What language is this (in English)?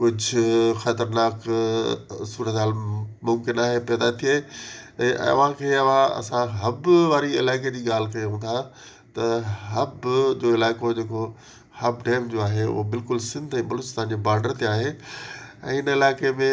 Sindhi